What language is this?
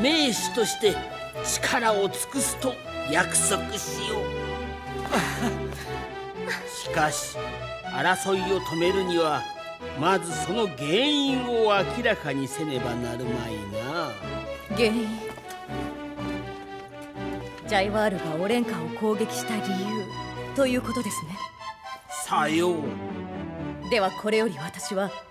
Japanese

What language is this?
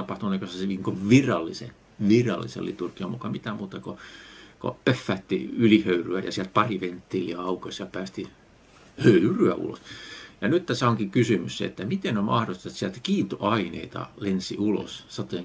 Finnish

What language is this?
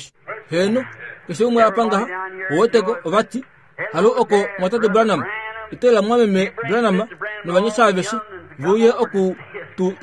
Kuanyama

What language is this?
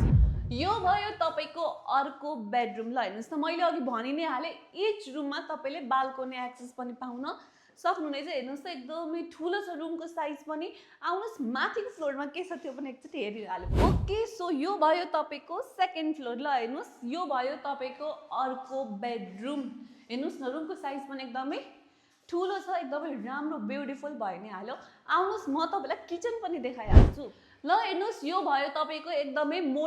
Nepali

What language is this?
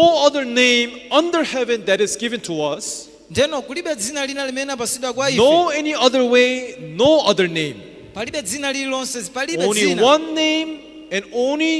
Nyanja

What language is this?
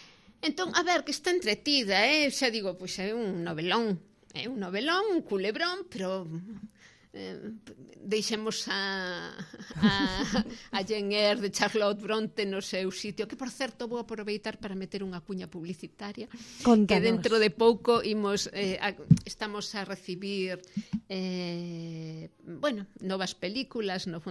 Galician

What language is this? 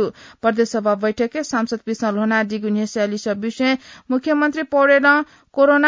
Newari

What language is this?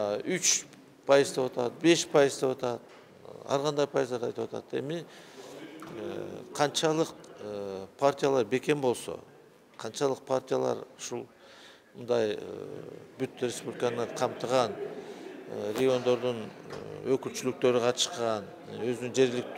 Kyrgyz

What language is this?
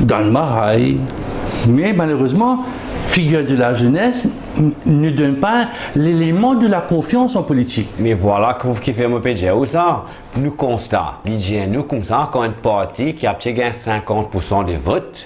Morisyen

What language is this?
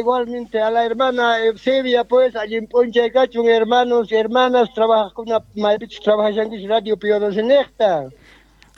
South Bolivian Quechua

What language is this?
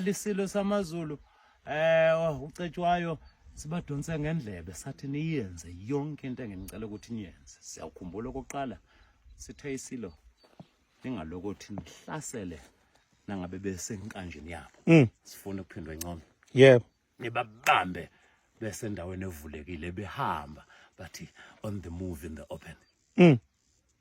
Zulu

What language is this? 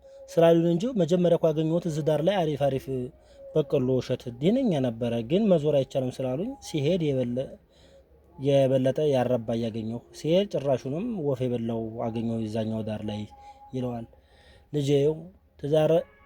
Amharic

